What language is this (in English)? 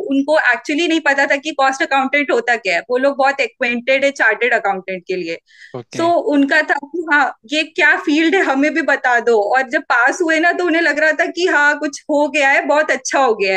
Hindi